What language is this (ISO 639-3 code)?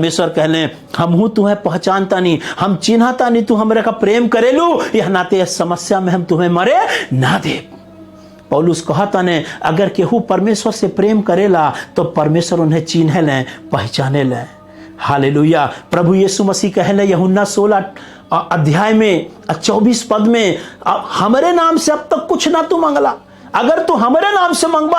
bho